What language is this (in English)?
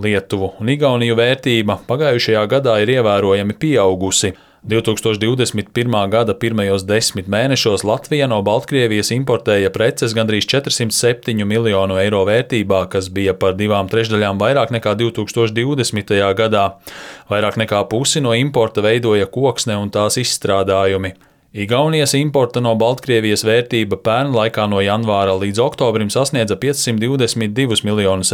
Latvian